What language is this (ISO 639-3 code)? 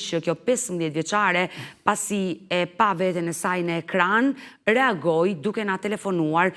sqi